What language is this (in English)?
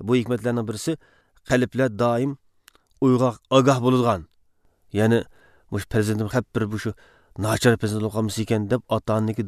Uyghur